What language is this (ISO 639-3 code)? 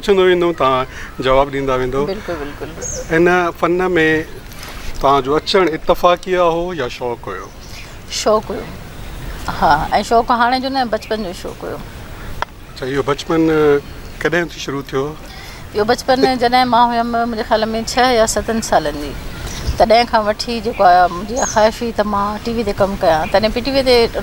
snd